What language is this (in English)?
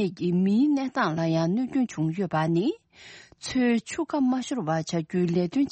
Tibetan